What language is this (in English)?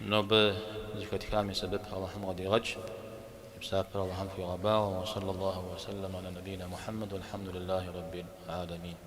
Kabardian